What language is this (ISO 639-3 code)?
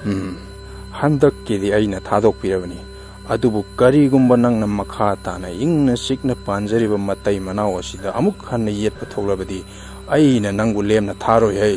mni